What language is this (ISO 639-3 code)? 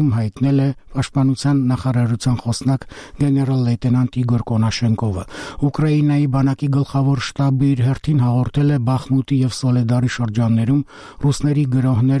hye